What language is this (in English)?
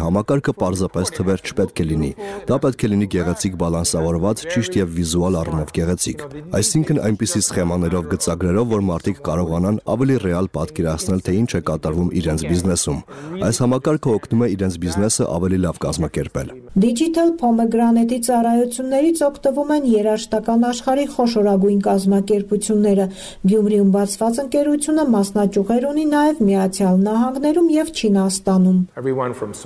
Armenian